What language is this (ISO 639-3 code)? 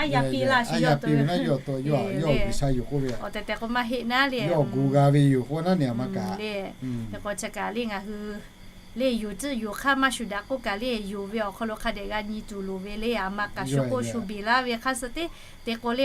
lhu